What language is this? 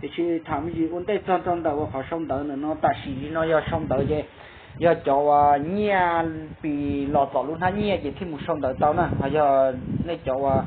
Hmong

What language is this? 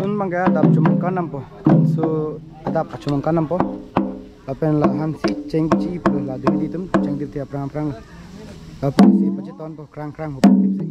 Karbi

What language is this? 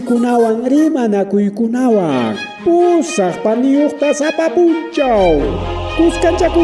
Ayacucho Quechua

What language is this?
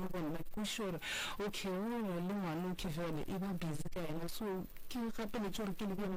Northern Sotho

